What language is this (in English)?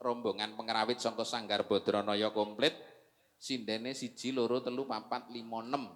Javanese